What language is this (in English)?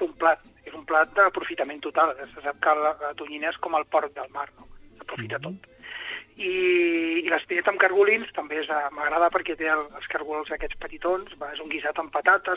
Catalan